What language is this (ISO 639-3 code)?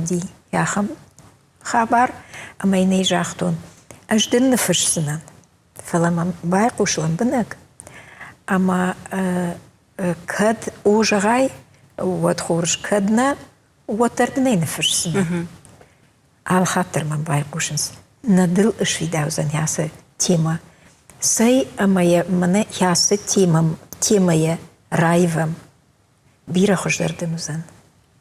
oss